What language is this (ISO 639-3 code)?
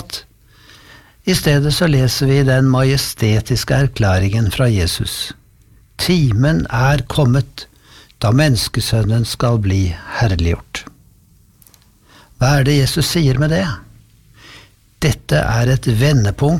nor